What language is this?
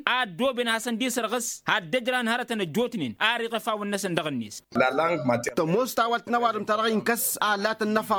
Tamasheq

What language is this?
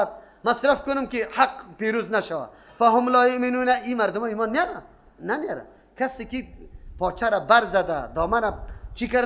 Persian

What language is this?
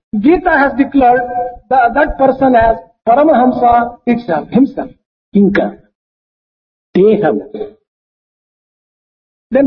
Telugu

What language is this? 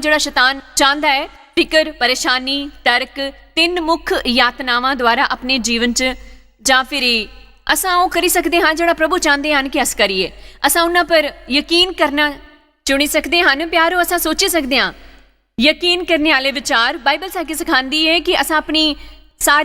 Dogri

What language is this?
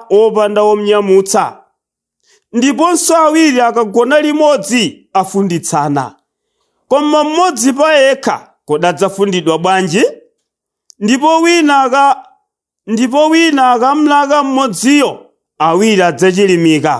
Nyanja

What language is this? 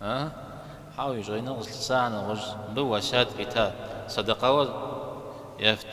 Kabardian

